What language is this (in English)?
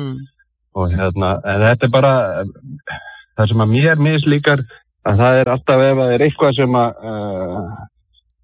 Icelandic